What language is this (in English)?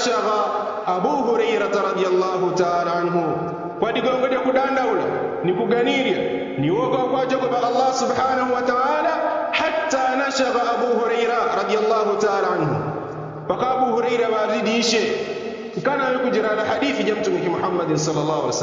Yao